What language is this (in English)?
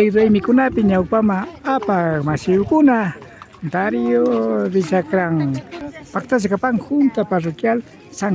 Imbabura Highland Quichua